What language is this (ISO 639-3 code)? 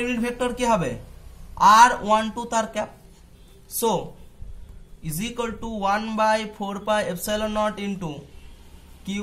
ben